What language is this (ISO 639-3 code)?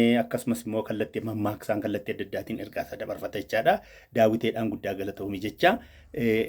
orm